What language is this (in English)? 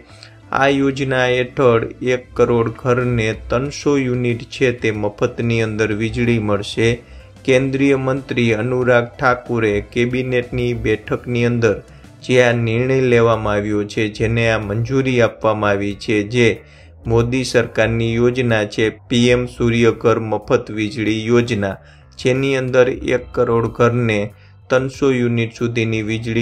Gujarati